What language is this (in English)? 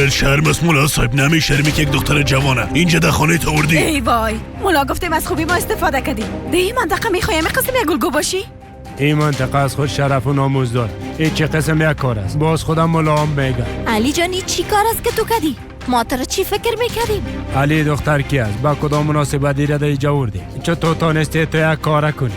Persian